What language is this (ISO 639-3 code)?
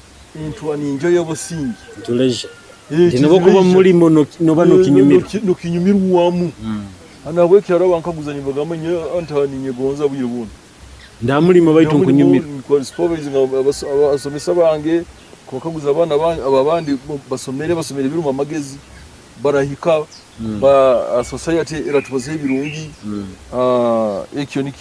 nyo